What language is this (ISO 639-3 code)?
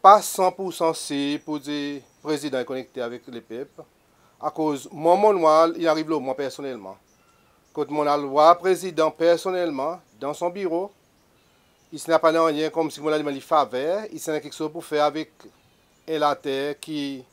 crs